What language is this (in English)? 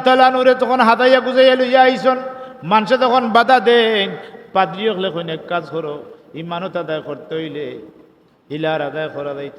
Sylheti